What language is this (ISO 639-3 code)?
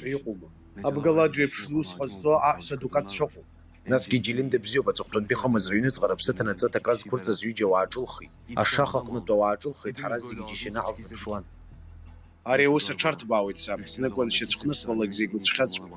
abk